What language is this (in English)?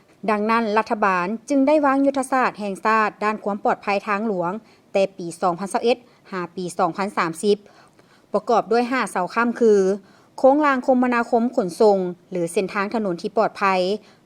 Lao